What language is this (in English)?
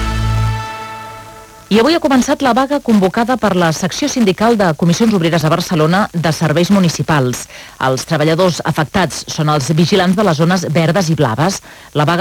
Catalan